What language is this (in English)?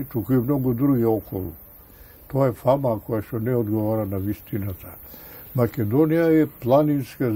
Macedonian